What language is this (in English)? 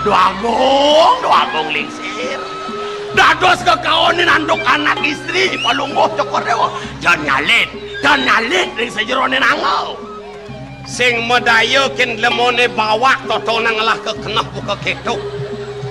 Balinese